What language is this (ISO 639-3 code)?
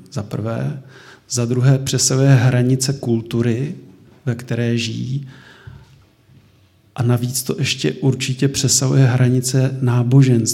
ces